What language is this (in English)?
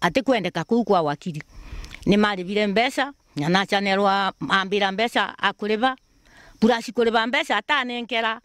Meru